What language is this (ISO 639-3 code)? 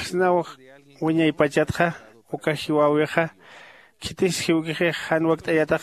aym